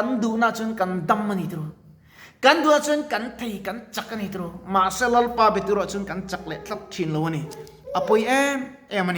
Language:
Mizo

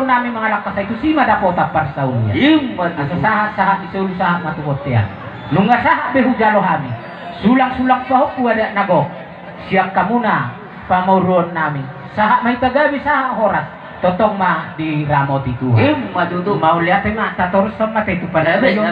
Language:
Batak Toba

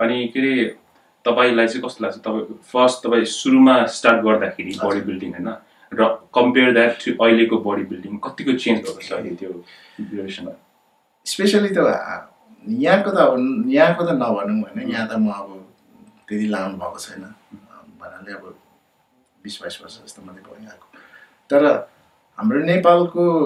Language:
Nepali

